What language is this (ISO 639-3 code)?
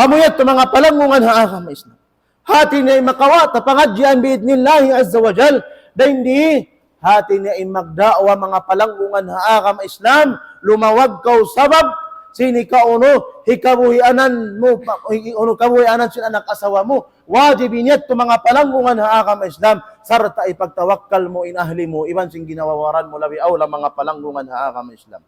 tsg